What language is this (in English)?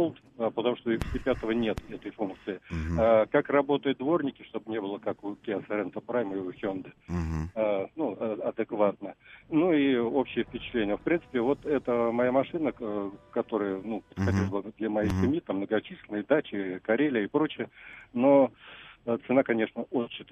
Russian